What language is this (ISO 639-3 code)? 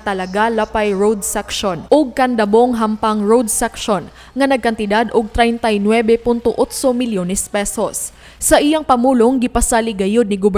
ceb